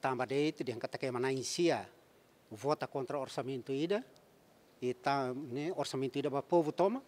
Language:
Tetum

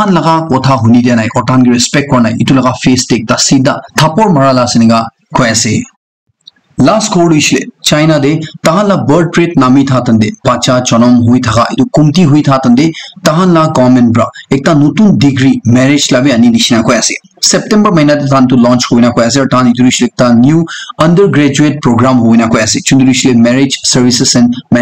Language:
Naga Pidgin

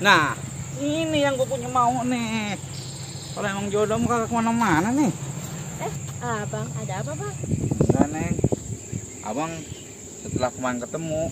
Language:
Betawi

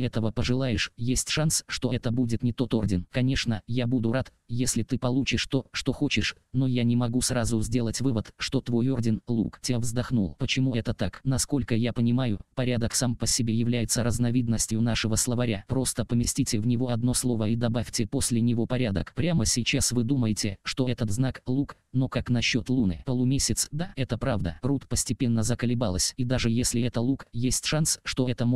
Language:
Russian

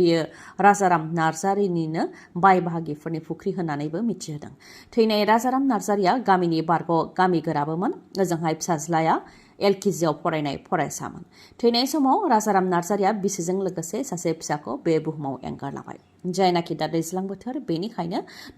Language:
Bodo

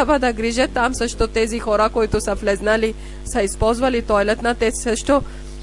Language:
Bulgarian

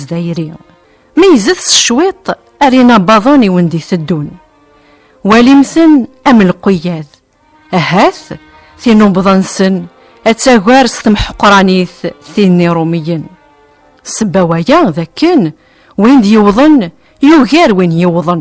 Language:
Kabyle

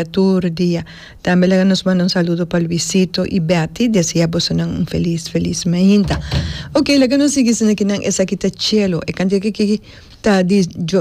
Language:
Papiamento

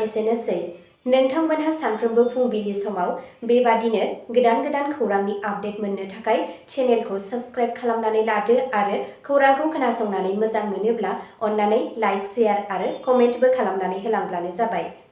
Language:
Bodo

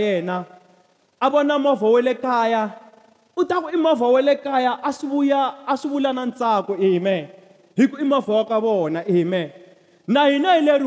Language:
Tsonga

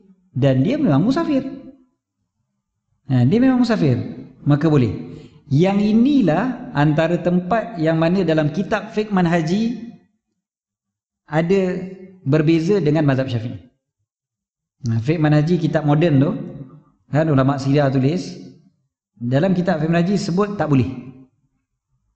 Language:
Malay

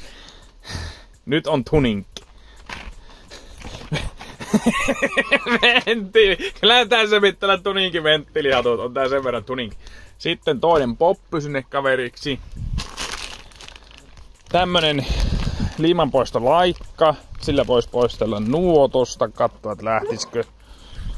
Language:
Finnish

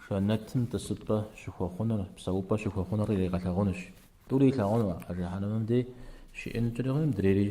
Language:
Kabardian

